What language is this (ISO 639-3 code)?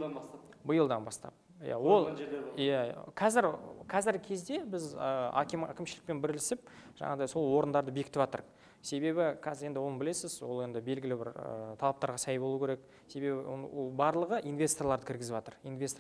kaz